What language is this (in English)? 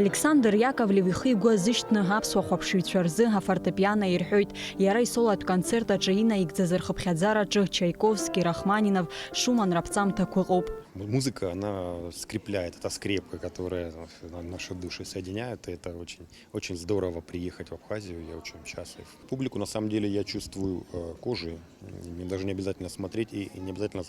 Abkhazian